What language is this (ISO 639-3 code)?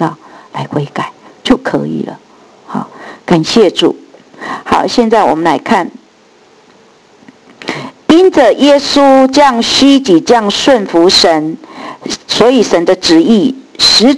zho